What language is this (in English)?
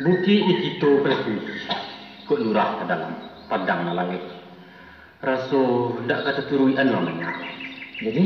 Minangkabau